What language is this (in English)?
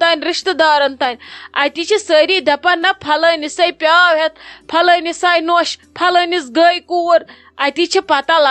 Kashmiri